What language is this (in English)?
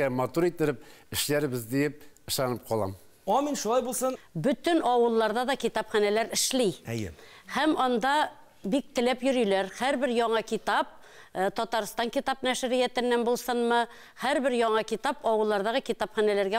Tatar